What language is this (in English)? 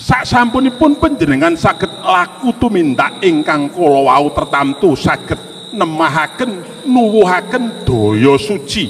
Javanese